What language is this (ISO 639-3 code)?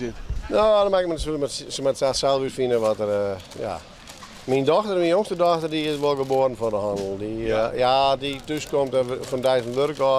fry